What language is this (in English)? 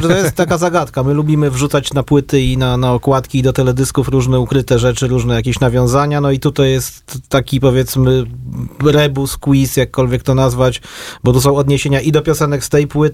Polish